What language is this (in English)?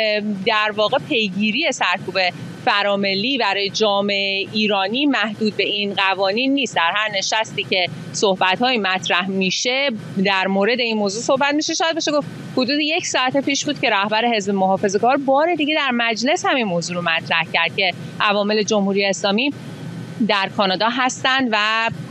Persian